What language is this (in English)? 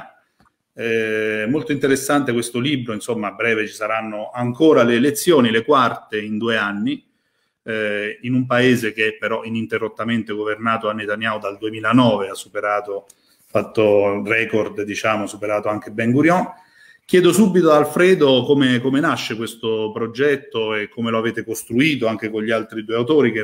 Italian